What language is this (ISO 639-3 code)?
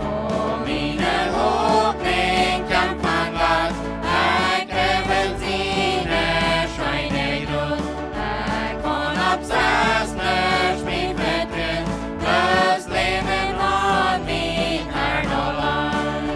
pdt